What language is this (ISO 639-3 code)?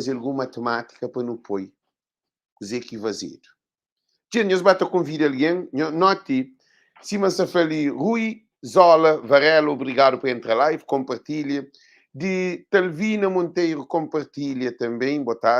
kea